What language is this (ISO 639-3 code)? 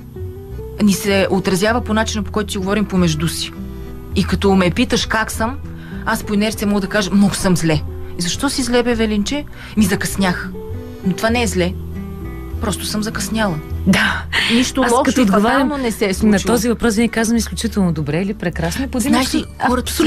bul